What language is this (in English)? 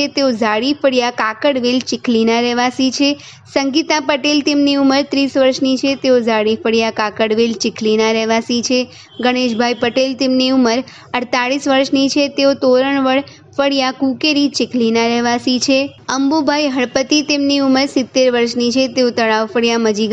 Gujarati